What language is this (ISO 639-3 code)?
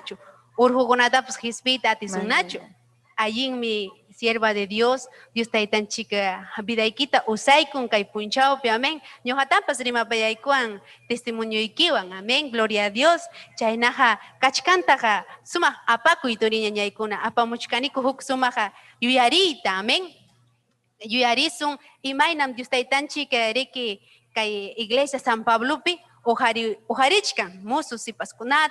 quy